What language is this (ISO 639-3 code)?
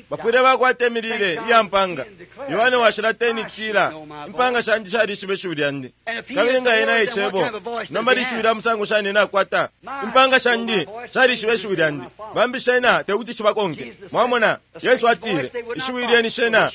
bem